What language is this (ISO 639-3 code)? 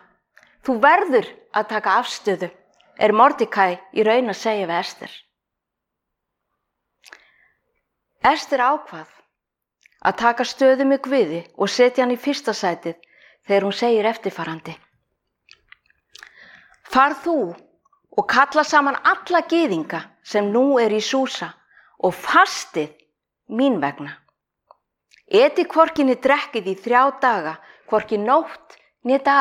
isl